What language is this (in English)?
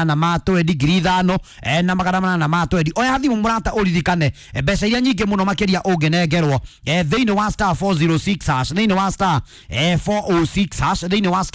Kikuyu